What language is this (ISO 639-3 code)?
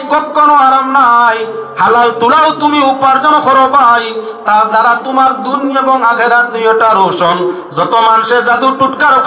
syl